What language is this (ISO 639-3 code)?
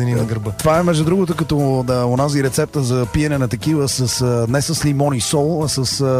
bul